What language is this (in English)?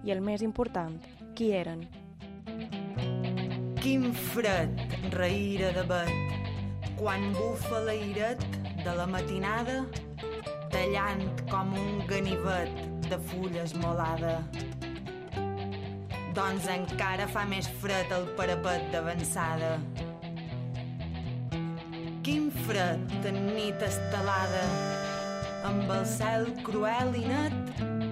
Catalan